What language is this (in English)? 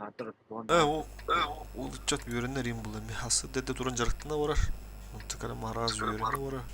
Yakut